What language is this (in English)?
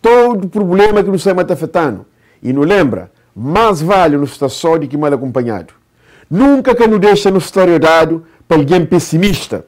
Kabuverdianu